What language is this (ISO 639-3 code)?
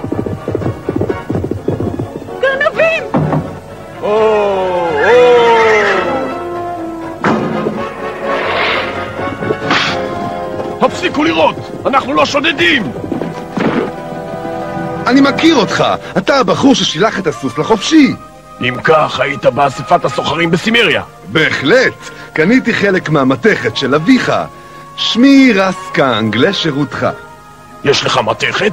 heb